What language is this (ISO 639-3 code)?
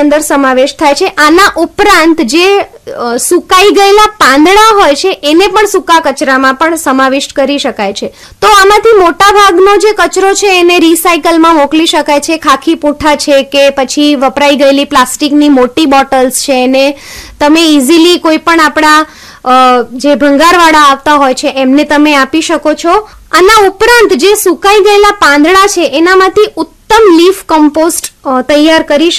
guj